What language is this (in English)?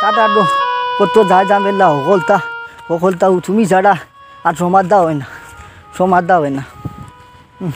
Sylheti